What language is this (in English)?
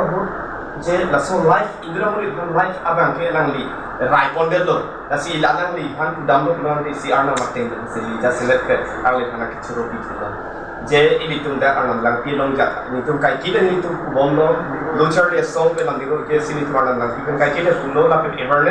Karbi